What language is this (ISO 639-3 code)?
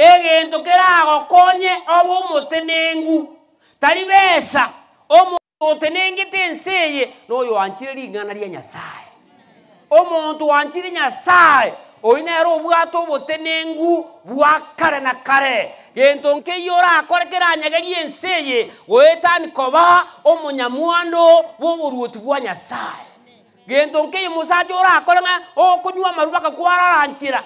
guz